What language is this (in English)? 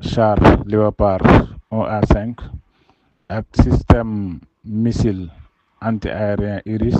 Wolof